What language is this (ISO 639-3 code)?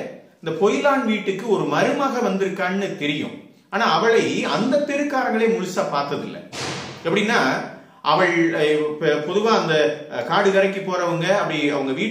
tam